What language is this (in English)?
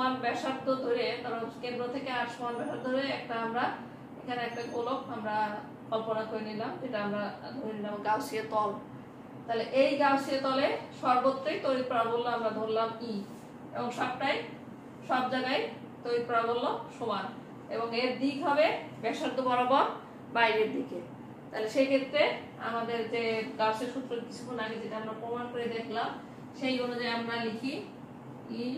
Bangla